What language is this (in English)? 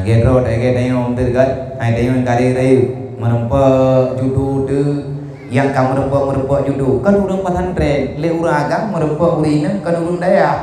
Achinese